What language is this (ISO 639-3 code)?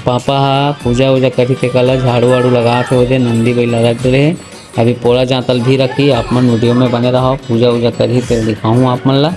hne